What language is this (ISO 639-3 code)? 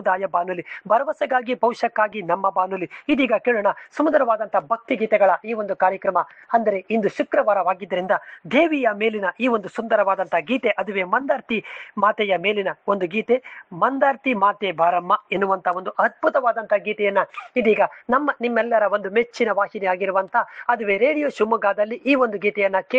kan